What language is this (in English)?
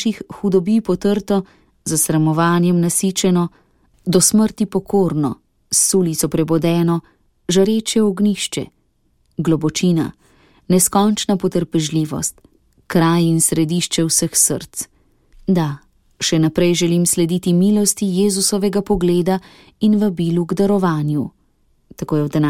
Slovenian